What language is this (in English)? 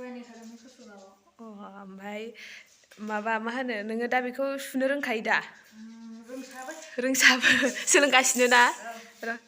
Bodo